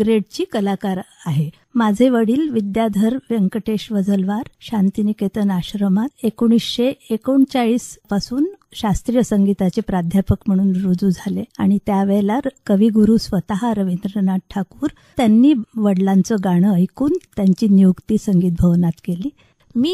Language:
Marathi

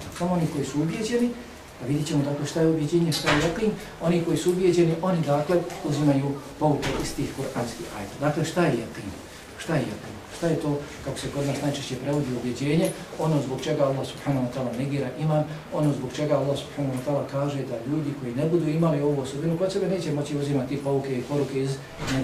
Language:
Bosnian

